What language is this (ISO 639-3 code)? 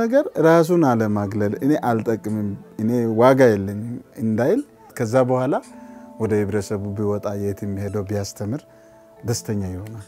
amh